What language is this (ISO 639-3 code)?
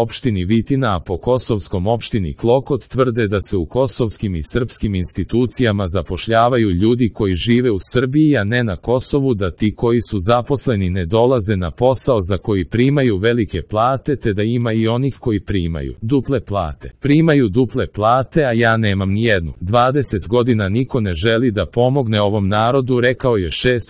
srp